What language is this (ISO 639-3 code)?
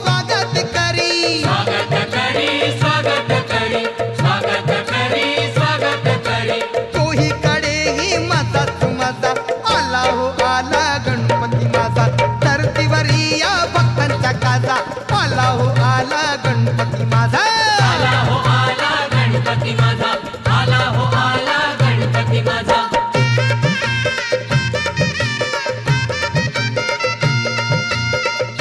mar